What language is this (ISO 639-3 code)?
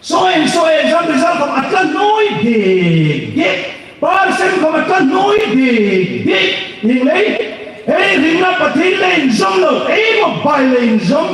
hmr